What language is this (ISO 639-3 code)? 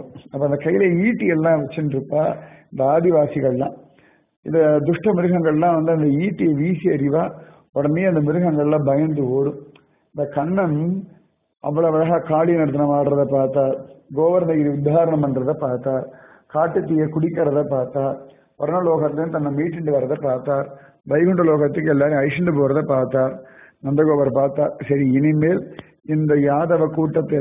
tam